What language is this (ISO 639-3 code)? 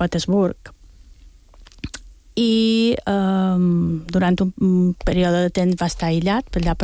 cat